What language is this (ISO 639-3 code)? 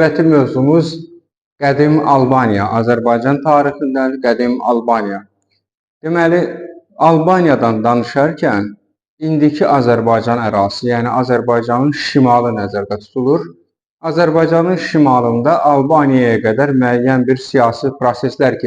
aze